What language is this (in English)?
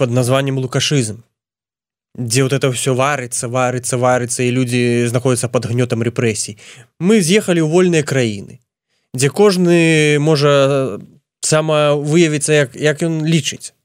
Belarusian